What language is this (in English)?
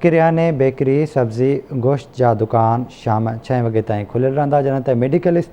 Sindhi